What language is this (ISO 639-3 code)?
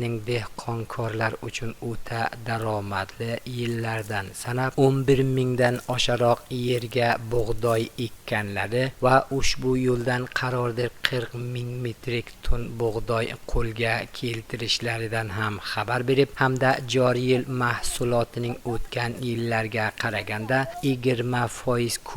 uzb